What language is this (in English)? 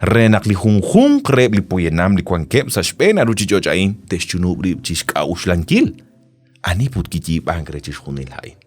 Kekchí